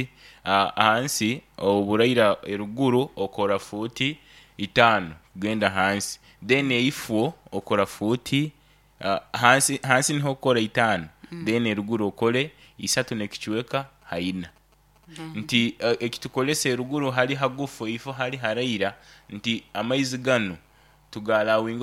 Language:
Nyoro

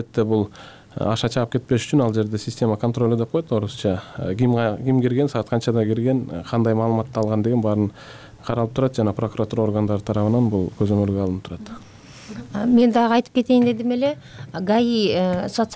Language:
Kyrgyz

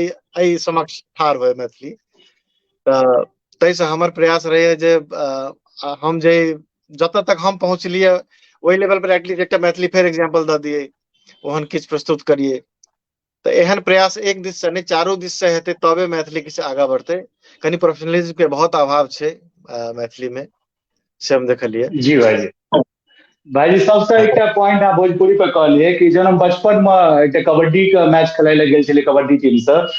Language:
Maithili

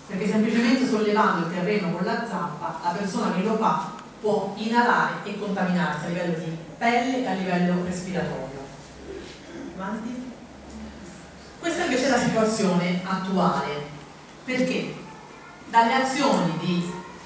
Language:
Italian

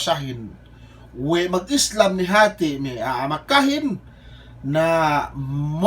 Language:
Yakan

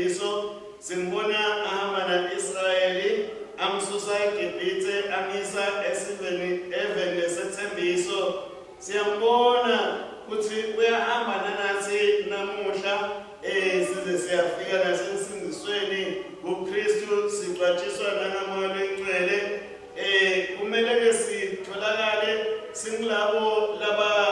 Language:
Swati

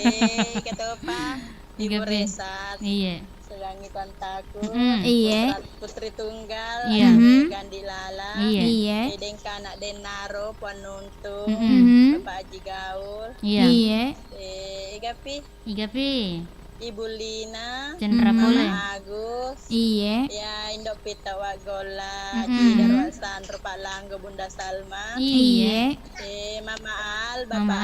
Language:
Buginese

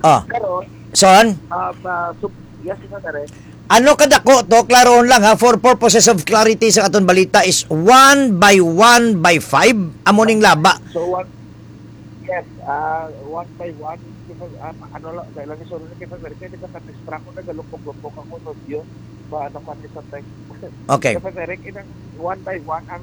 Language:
Hiligaynon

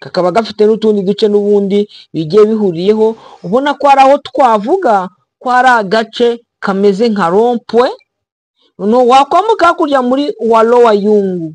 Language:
Kinyarwanda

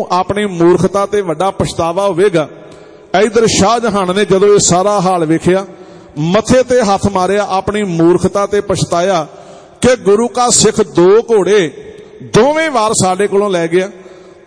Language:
Punjabi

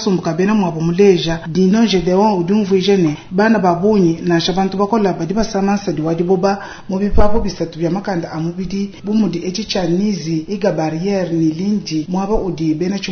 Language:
Luba-Lulua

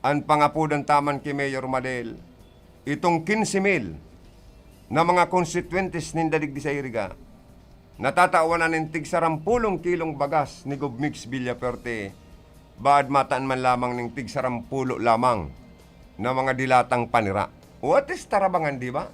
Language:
Bikol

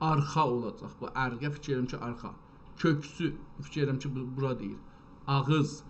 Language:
South Azerbaijani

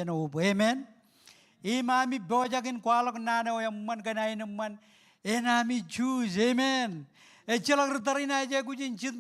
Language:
Marshallese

